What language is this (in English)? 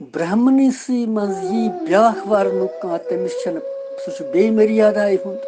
Kashmiri